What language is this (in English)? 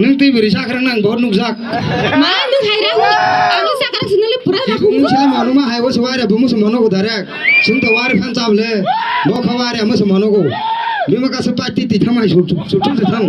Kok Borok